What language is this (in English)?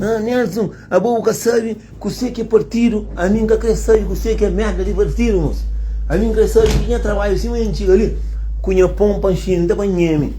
Kabuverdianu